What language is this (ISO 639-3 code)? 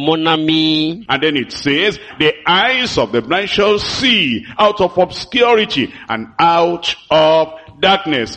ewe